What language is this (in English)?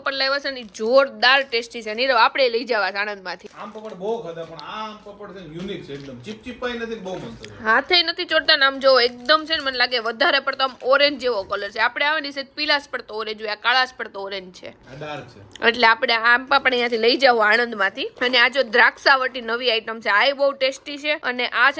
Gujarati